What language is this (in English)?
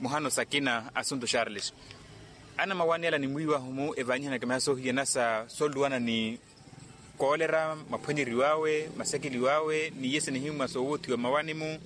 Makhuwa